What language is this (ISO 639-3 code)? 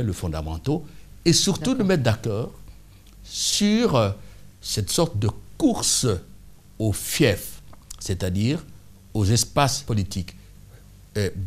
fra